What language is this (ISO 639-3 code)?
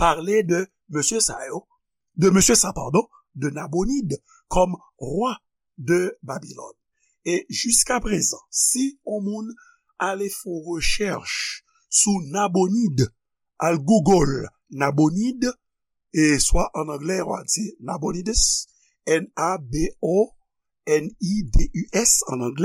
hat